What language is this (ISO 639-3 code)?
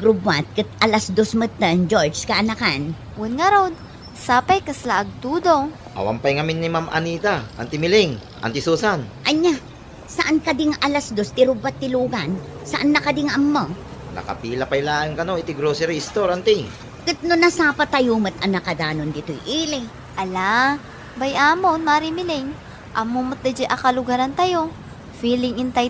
ilo